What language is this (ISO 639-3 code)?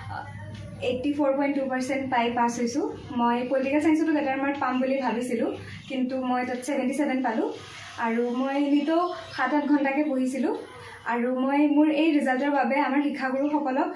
asm